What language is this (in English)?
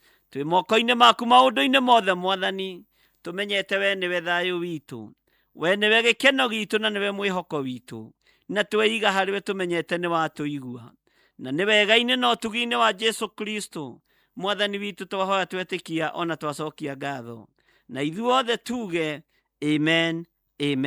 Kikuyu